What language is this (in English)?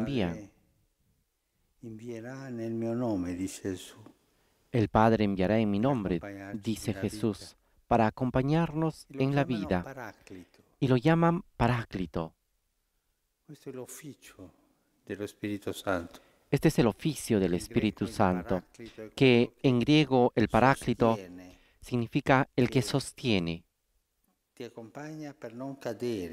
Spanish